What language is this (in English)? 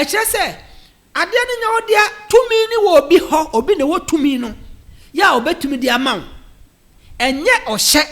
Akan